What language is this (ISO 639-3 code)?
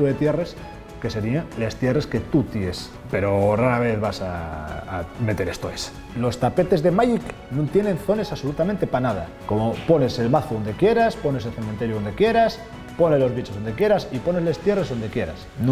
ast